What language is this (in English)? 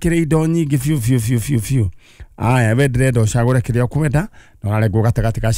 Kikuyu